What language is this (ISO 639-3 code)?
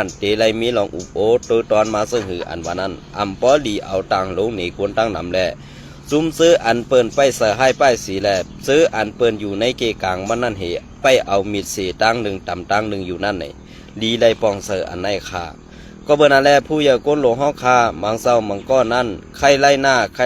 shn